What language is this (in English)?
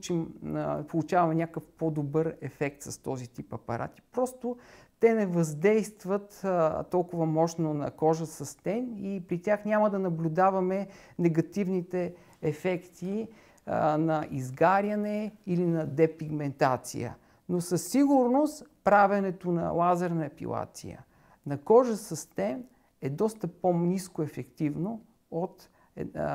Bulgarian